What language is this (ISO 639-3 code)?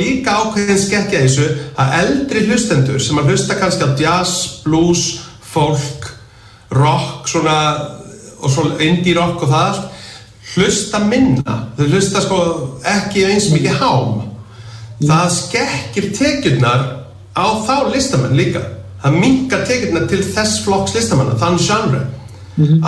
isl